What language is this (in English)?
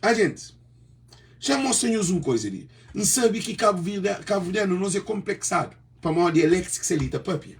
Kabuverdianu